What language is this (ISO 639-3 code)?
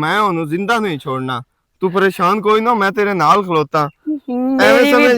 lah